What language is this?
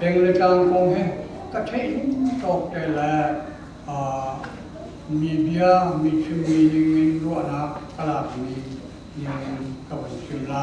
Hakha Chin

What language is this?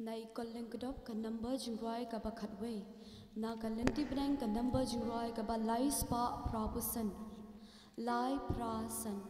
Khasi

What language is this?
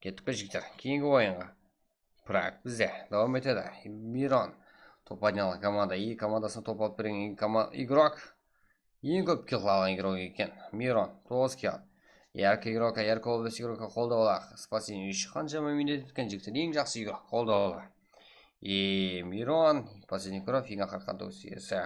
Kara-Kalpak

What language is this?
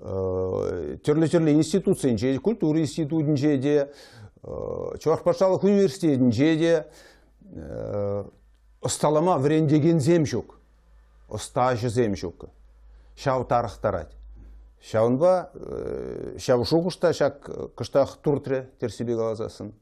Chuvash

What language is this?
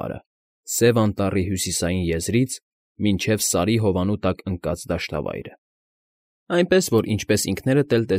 Armenian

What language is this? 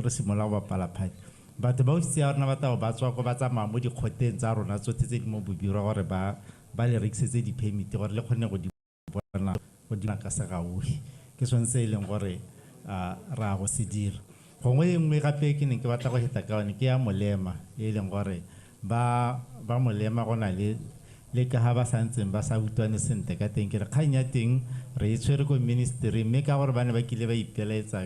Tswana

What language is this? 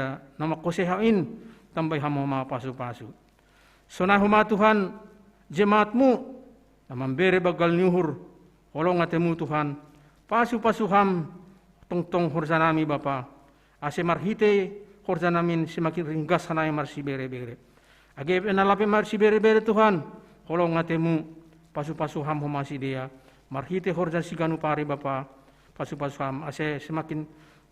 Batak Simalungun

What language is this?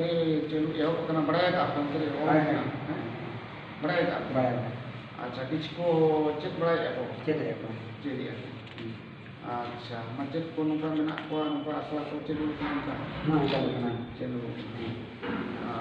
Santali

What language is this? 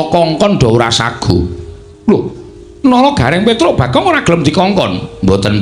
Javanese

